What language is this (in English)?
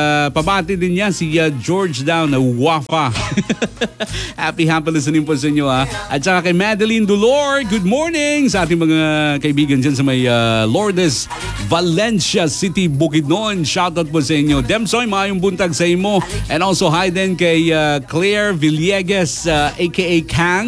Filipino